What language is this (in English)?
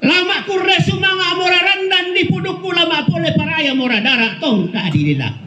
Toraja-Sa'dan